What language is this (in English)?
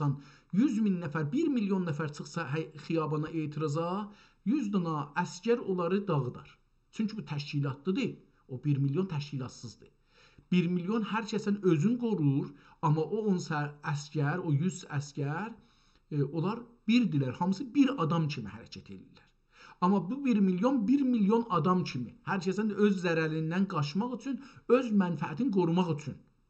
South Azerbaijani